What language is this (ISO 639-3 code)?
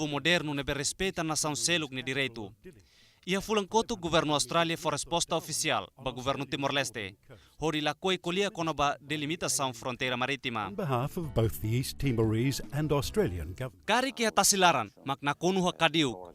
tet